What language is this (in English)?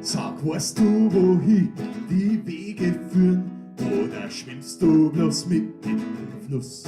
Bavarian